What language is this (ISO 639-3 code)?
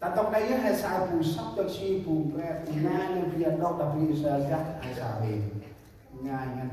cmo